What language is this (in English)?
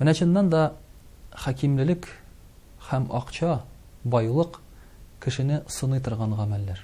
Tatar